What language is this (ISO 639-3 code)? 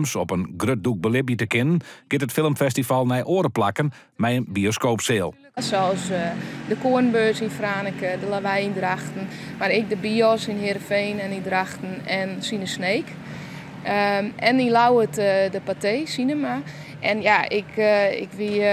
fry